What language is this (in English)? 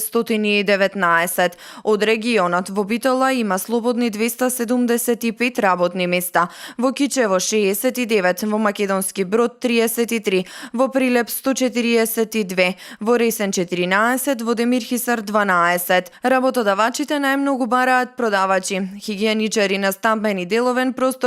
Macedonian